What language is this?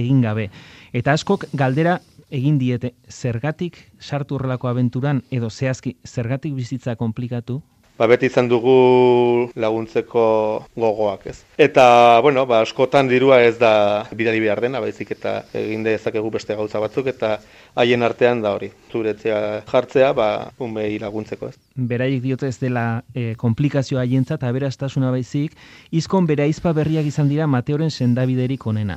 Basque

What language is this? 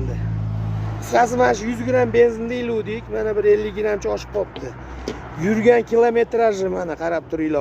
Uzbek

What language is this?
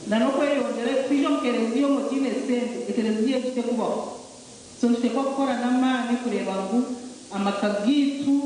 Nyankole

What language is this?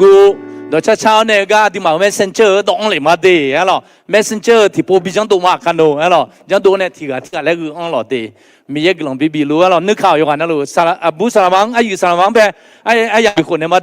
Akha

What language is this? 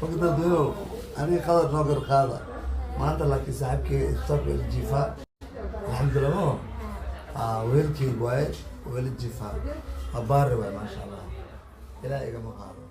Somali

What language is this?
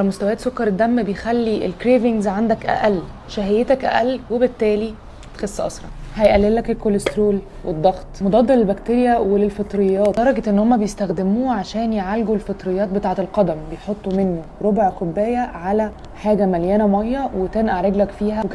Egyptian Arabic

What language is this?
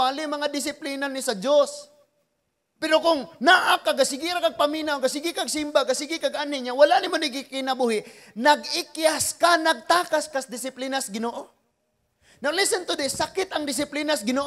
Cebuano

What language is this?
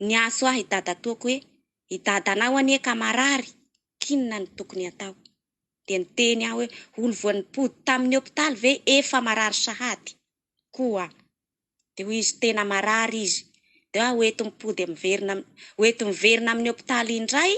Malagasy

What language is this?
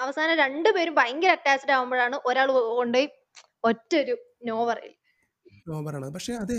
Malayalam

